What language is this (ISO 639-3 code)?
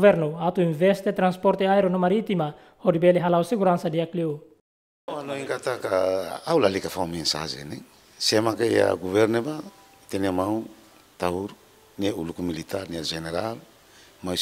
tet